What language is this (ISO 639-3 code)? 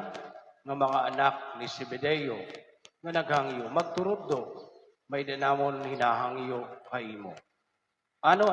war